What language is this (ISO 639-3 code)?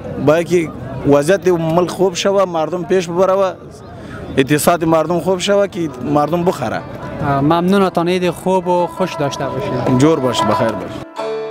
fas